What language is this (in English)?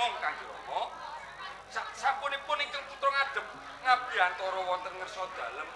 Javanese